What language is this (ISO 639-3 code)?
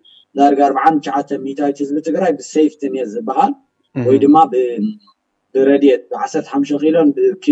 tir